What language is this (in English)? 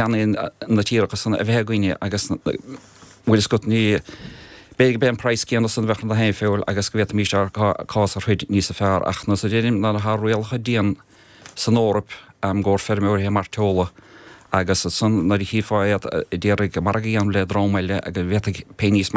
Irish